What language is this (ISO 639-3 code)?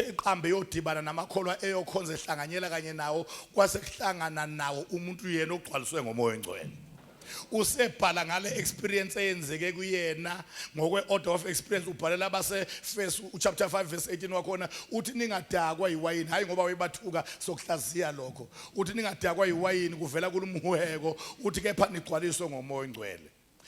zul